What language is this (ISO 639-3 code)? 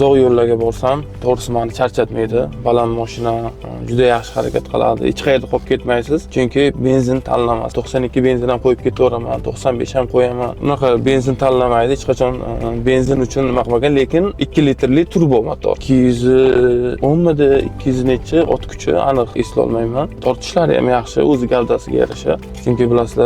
uzb